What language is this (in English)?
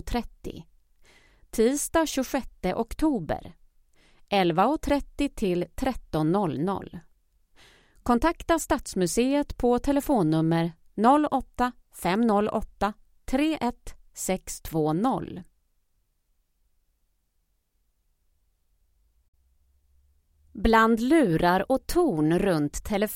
Swedish